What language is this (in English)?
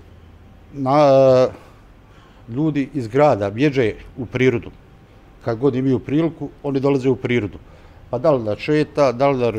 Bosnian